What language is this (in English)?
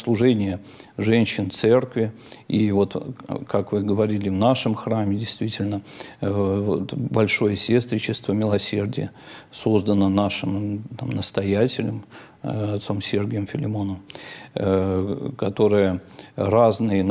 Russian